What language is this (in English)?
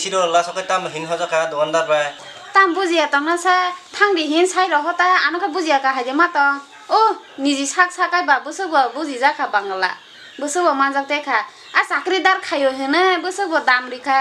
Kok Borok